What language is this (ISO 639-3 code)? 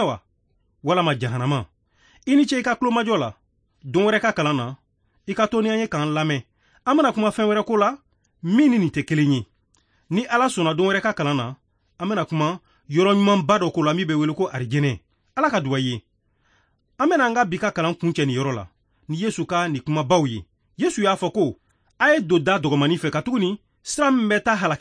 bam